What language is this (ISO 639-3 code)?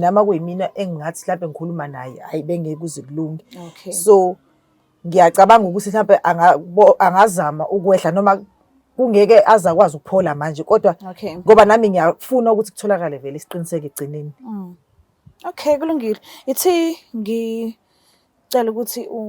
zul